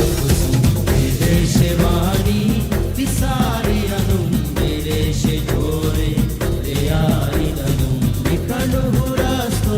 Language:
Divehi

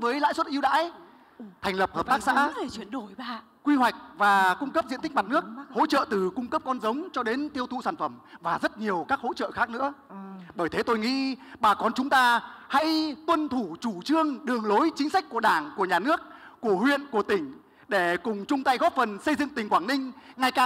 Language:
Vietnamese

